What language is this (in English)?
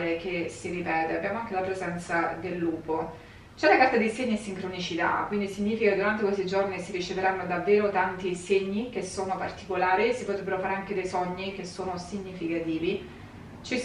Italian